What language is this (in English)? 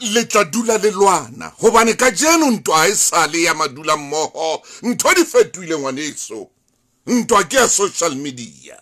Southern Sotho